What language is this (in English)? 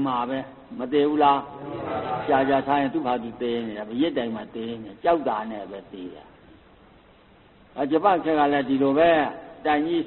Burmese